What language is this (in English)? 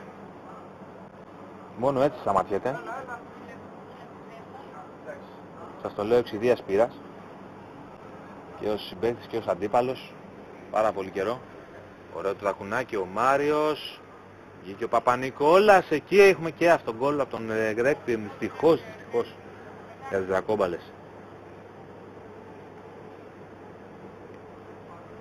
Greek